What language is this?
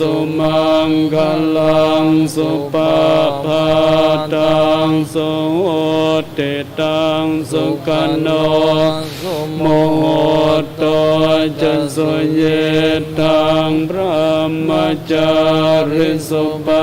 Pali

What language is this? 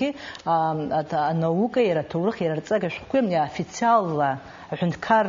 Abkhazian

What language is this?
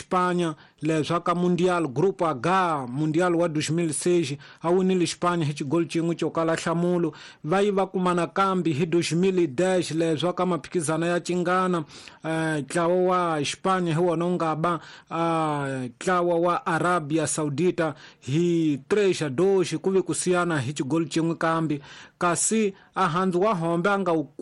Tsonga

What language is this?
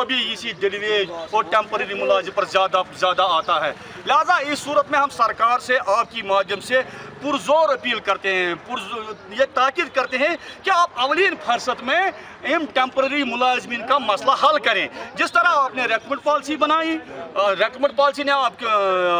Urdu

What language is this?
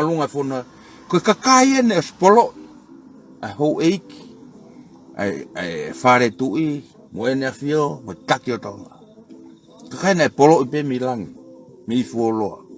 Tongan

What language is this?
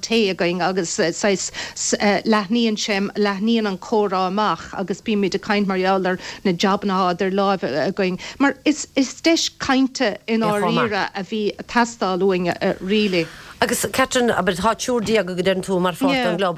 Irish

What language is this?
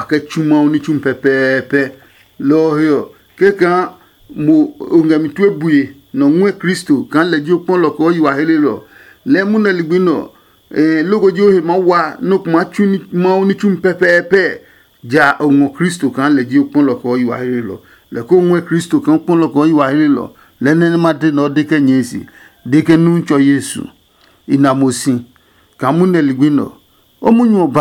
Adangme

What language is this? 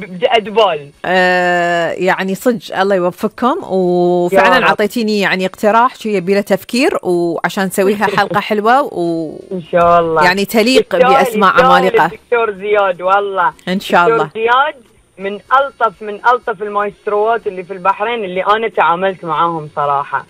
Gulf Arabic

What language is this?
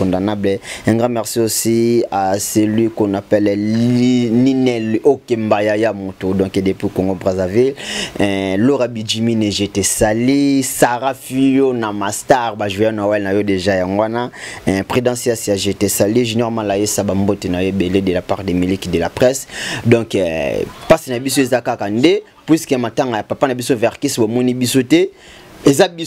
Lingala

